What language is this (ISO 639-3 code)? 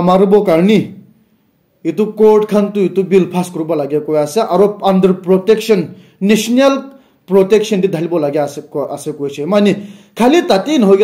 nag